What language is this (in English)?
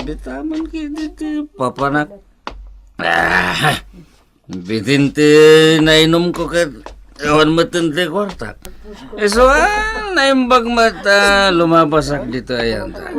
Iloko